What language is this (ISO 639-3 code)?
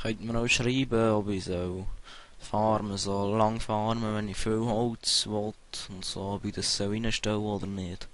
gsw